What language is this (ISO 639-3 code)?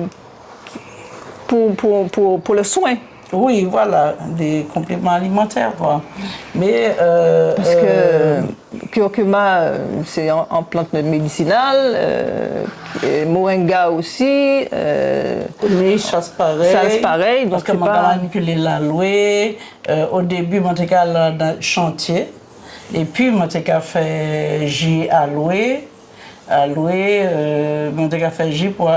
gcf